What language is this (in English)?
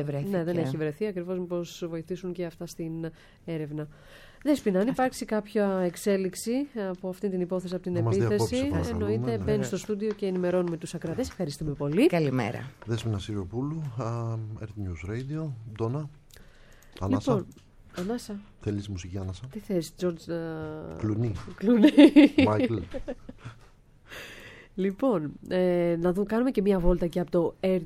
Greek